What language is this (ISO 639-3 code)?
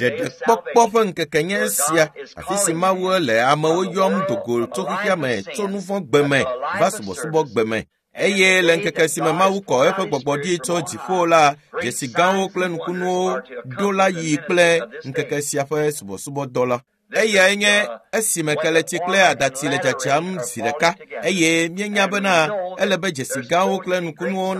ewe